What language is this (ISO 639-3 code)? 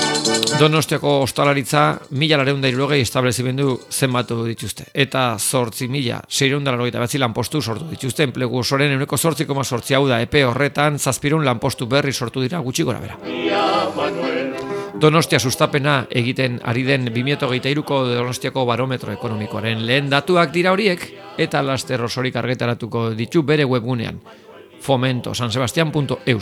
eus